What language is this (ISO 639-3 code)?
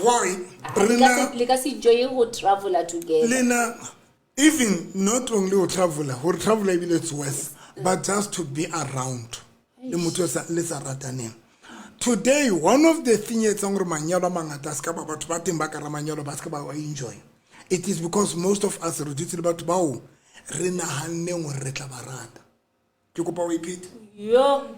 sot